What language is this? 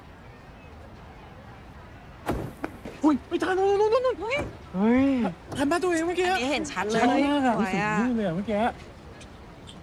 Thai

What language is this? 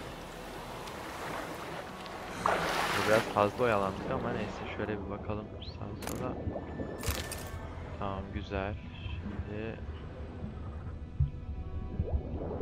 Turkish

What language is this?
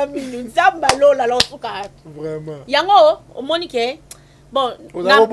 Lingala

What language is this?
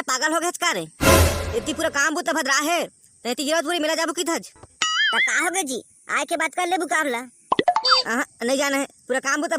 Chhattisgarhi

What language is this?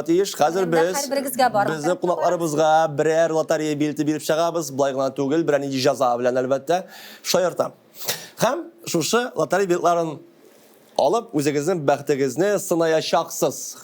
Tatar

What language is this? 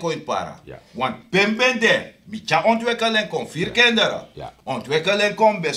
Sranan Tongo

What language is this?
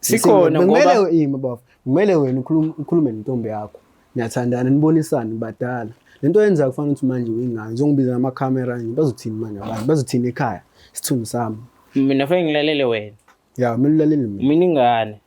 Zulu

